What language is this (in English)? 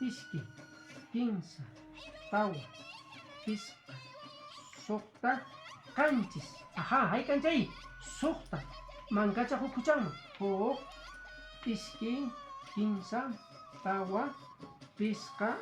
Quechua